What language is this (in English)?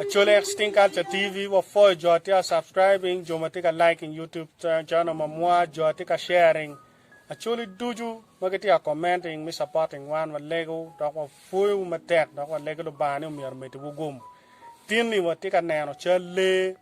Acoli